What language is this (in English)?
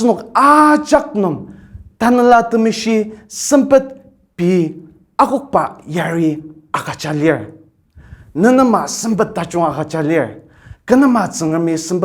Ao Naga